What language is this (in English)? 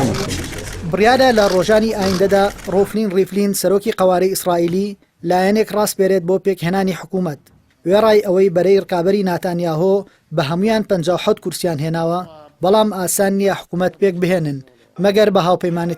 Central Kurdish